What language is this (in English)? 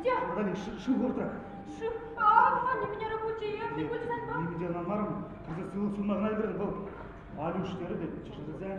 Chuvash